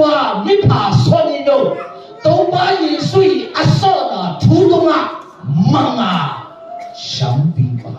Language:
Tedim Chin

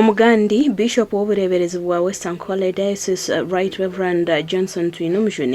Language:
Nyankole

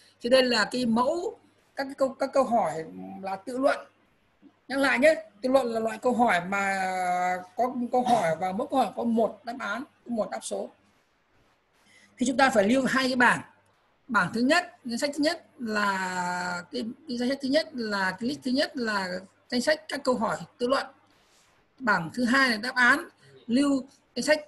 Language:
Vietnamese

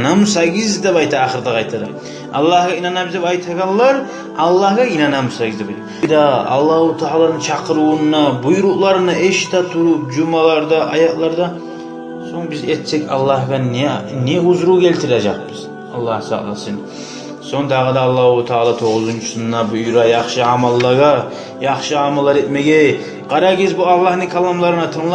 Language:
Kumyk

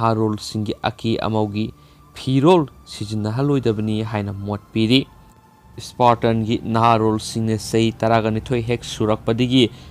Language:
Manipuri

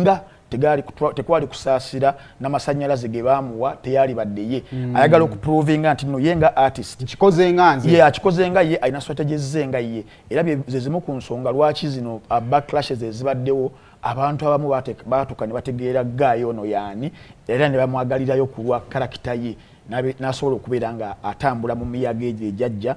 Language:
Ganda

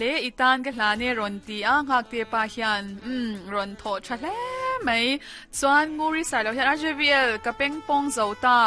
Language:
Mizo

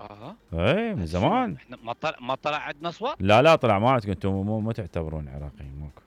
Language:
Mesopotamian Arabic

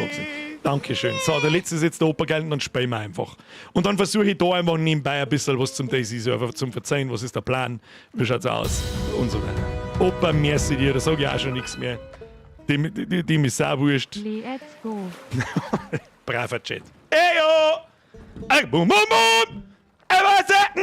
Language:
Bavarian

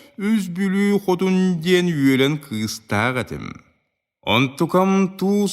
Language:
Yakut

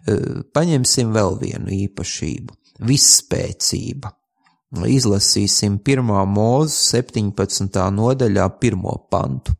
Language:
Latvian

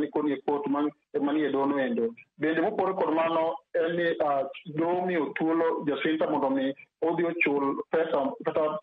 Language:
Luo (Kenya and Tanzania)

